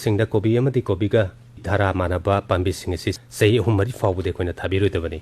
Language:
Manipuri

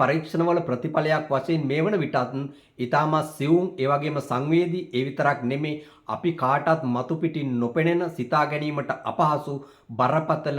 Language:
Sinhala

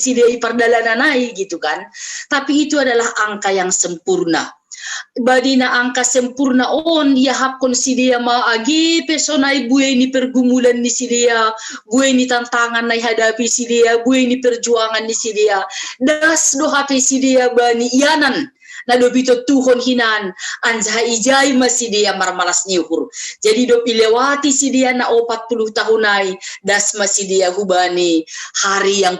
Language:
Batak Simalungun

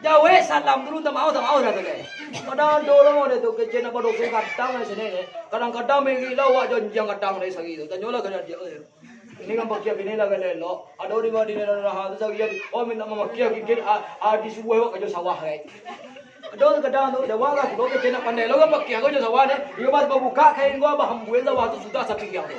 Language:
Minangkabau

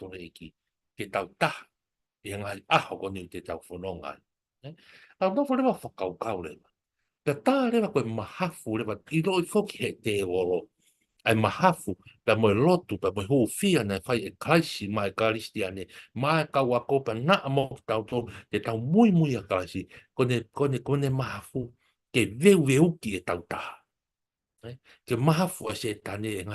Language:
Tongan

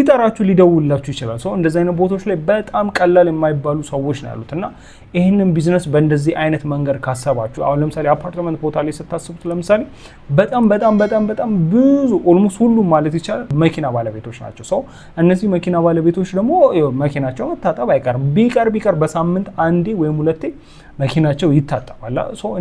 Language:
Amharic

